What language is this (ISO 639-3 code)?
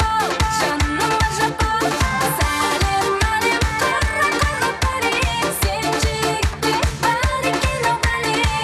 kaa